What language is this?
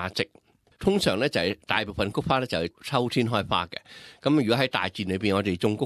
Cantonese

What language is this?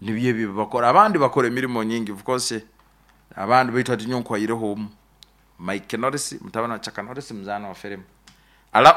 Nyoro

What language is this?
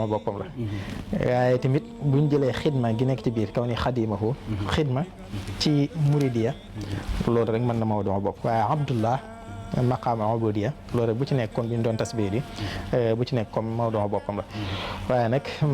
Wolof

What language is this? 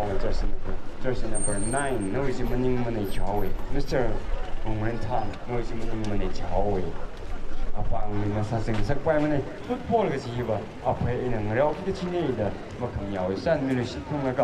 Tangkhul Naga (India)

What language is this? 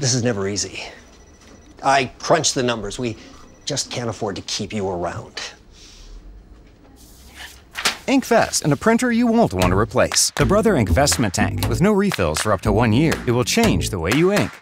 English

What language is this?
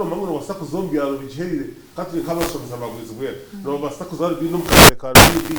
Nyankole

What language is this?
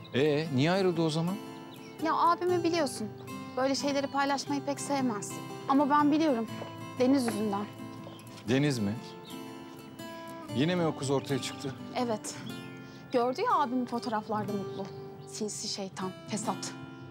Turkish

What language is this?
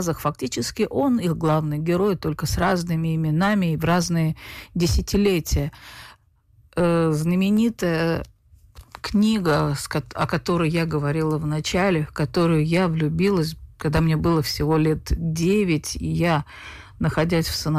Russian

